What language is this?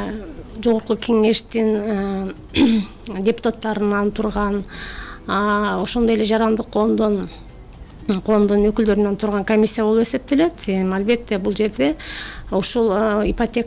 Kyrgyz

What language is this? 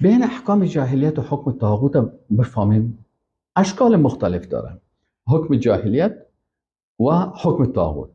Persian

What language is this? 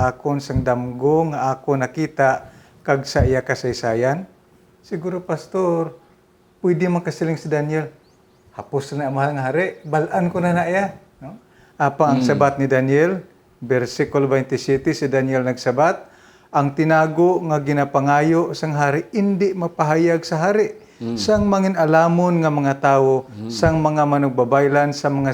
Hiligaynon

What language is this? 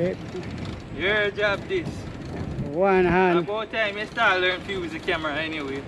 Jamaican Creole English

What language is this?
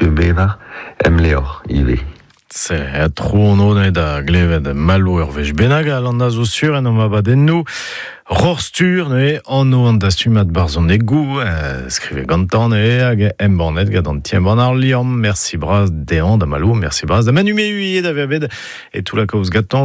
Breton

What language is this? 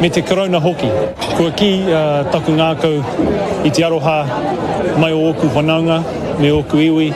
Māori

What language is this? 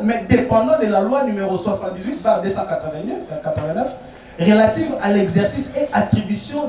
French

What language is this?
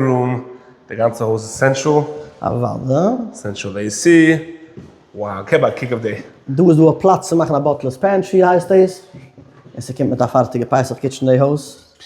Yiddish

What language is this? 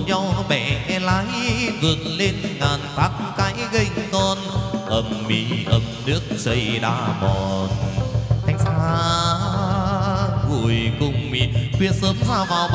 Vietnamese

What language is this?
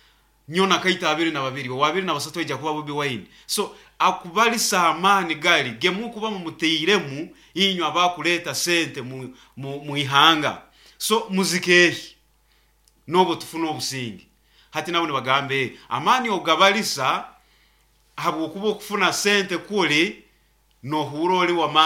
Nyoro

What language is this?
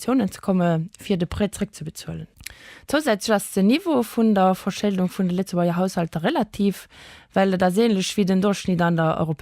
Luxembourgish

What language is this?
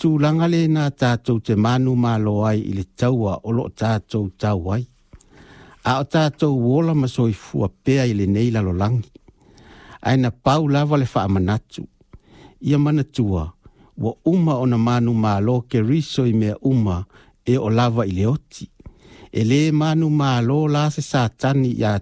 Samoan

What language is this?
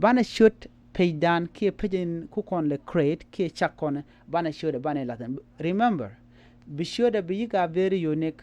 Nuer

